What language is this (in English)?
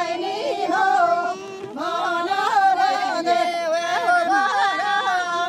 Kurdish